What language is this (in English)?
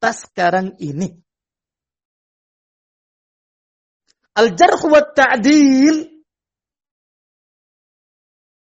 Indonesian